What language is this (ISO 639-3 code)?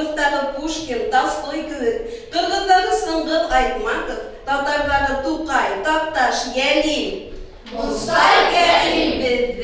bak